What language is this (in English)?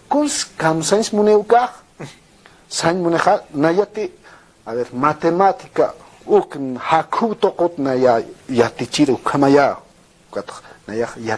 Aymara